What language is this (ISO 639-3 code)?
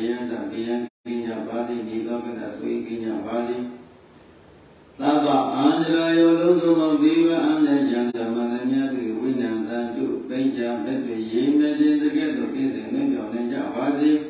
mya